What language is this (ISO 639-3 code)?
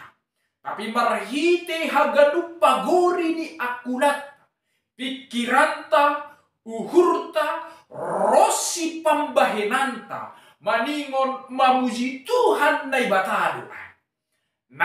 bts